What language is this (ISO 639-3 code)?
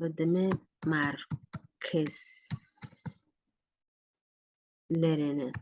som